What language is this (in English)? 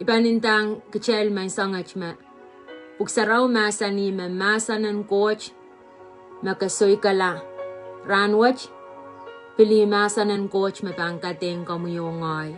Pohnpeian